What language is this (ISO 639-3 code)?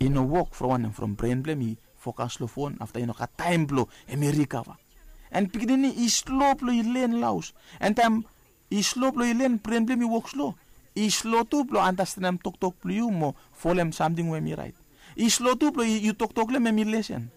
bis